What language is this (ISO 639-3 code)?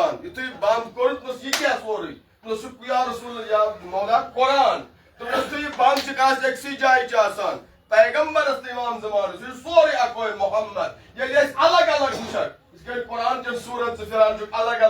kas